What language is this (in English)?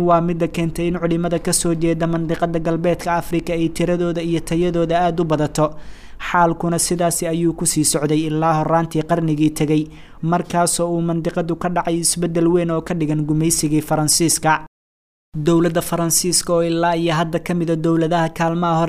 Somali